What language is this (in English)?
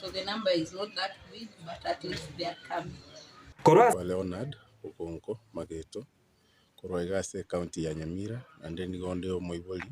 Gusii